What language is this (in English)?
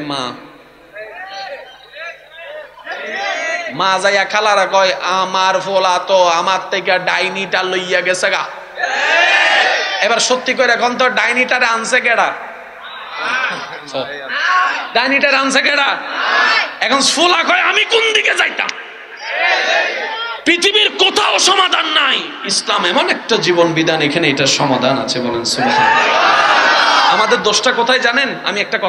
Bangla